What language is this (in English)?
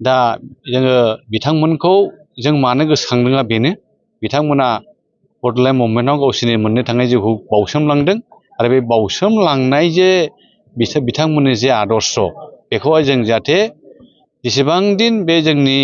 Bodo